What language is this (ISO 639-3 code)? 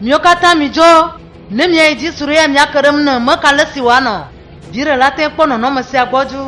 ewe